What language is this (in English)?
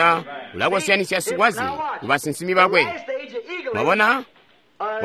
Tonga (Zambia)